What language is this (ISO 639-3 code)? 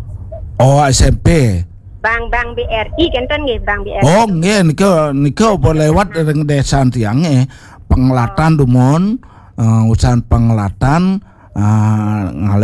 ban